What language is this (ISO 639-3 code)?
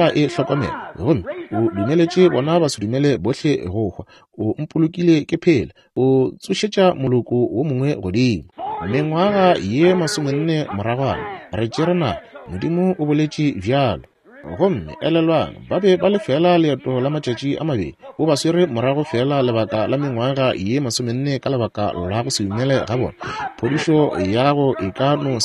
nso